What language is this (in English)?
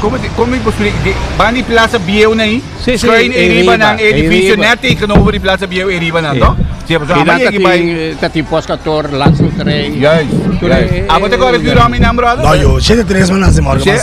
Papiamento